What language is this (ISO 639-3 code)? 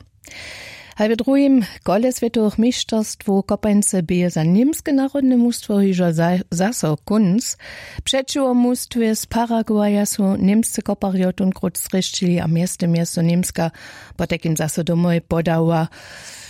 hsb